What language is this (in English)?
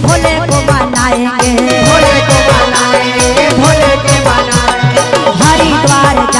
Magahi